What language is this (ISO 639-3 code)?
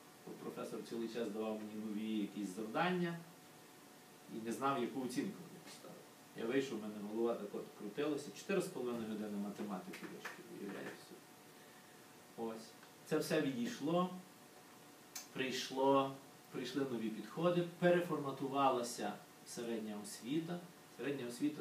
ukr